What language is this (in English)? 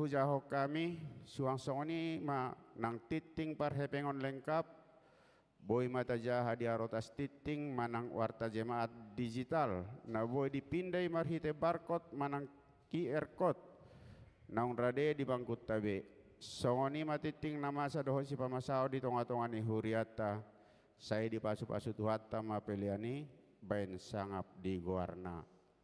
Batak Toba